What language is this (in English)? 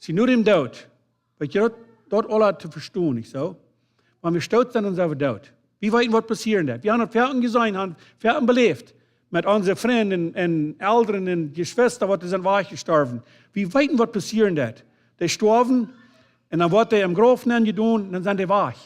Plautdietsch